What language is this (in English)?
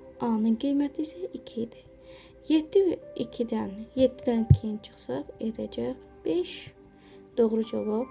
Azerbaijani